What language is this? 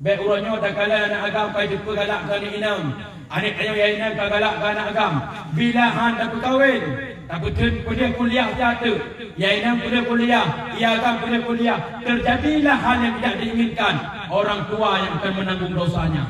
Achinese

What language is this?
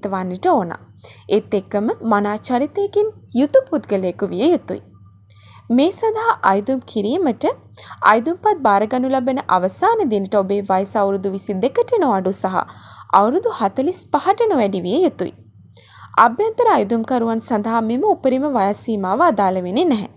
Sinhala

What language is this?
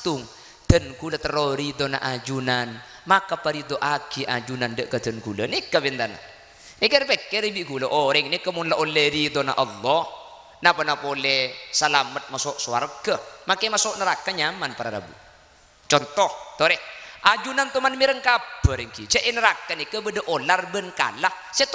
Madurese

